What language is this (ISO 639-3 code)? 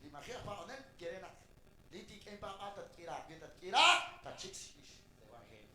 kek